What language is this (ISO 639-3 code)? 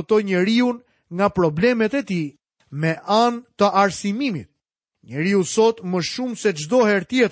sqi